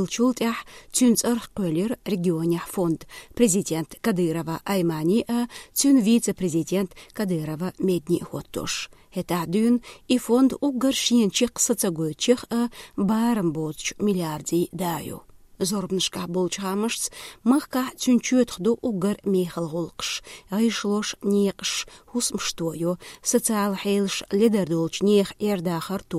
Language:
Chechen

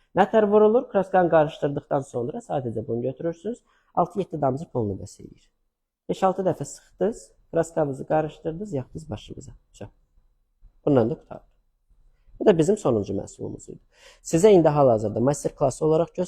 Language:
Azerbaijani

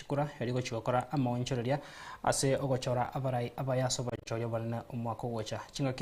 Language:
Gusii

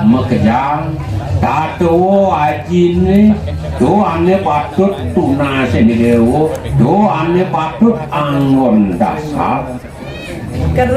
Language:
Balinese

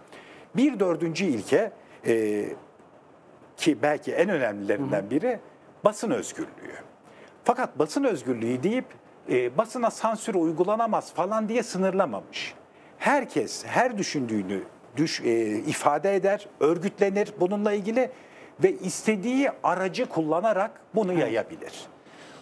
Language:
Turkish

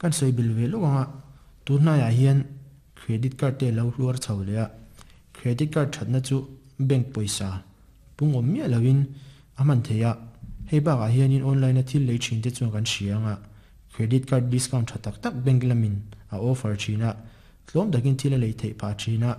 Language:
Mizo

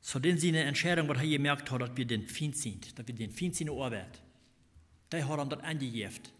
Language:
Plautdietsch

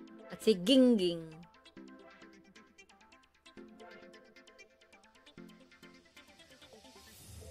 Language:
Filipino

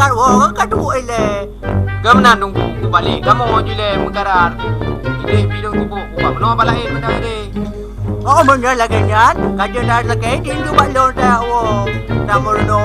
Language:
Achinese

